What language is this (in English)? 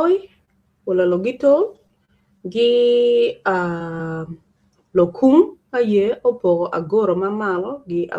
Acoli